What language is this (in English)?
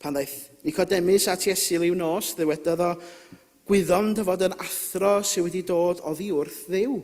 Welsh